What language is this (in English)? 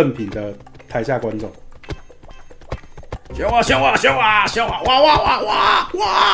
Chinese